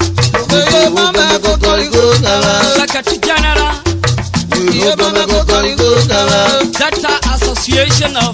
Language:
Urhobo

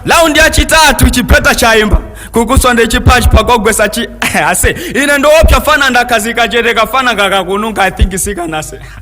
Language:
Nyanja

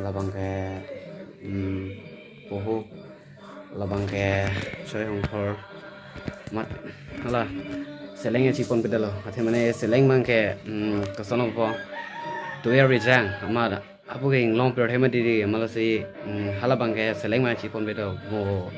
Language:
Karbi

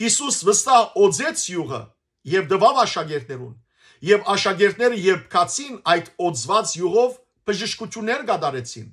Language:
Western Armenian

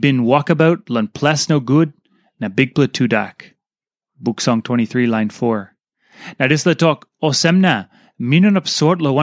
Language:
Tok Pisin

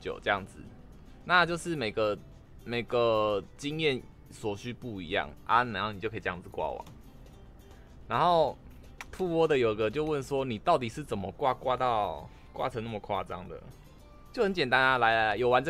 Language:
Chinese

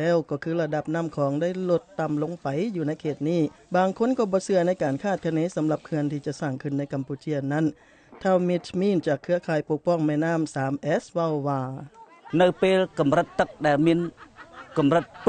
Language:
Lao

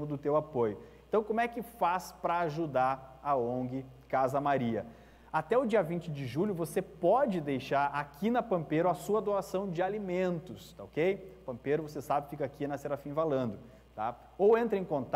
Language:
Portuguese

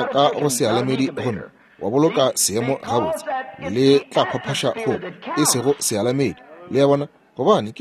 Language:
Northern Sotho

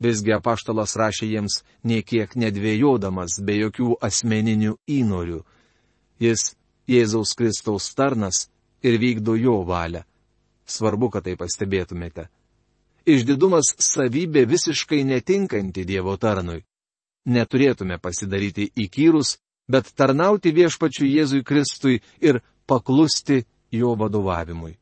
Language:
Lithuanian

